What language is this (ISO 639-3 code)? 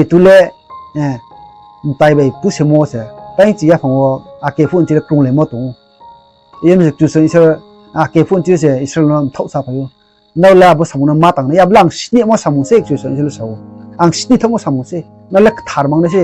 ria